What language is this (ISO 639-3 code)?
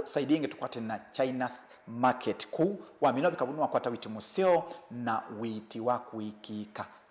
kam